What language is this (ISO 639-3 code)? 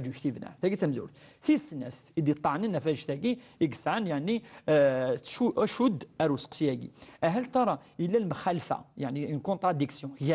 kab